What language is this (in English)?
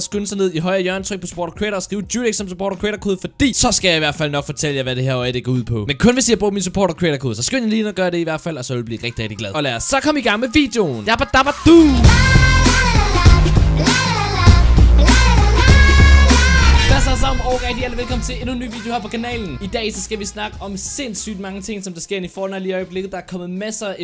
Danish